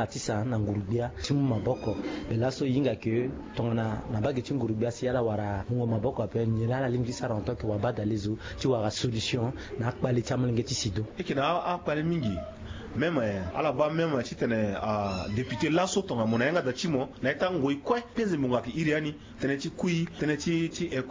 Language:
Sango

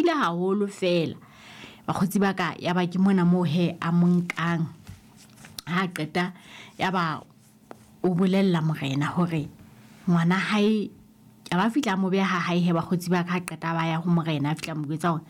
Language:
Southern Sotho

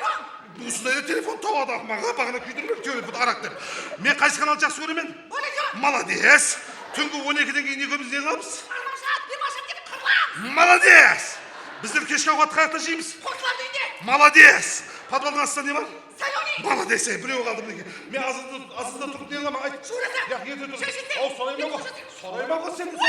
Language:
Kara-Kalpak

